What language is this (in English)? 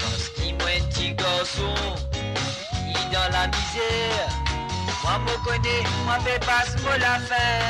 Morisyen